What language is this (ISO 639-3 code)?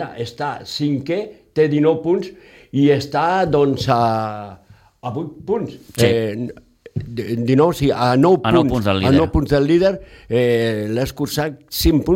cat